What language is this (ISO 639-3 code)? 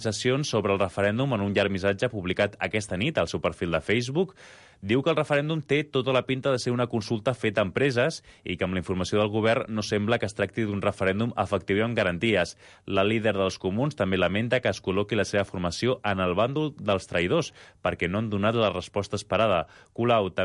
cat